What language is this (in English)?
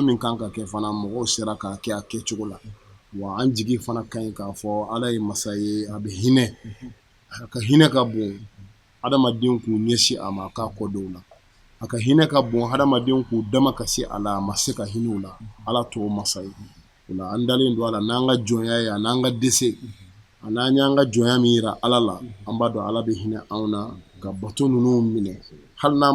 Bambara